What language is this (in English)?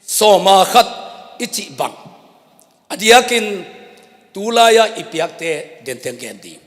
Tedim Chin